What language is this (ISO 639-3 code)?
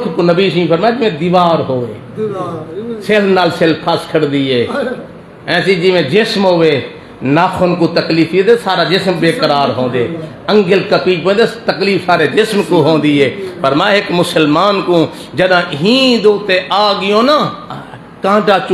skr